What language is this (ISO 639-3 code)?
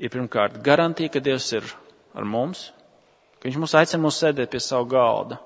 lav